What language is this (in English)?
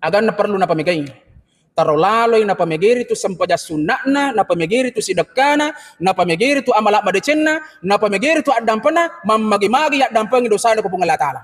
Buginese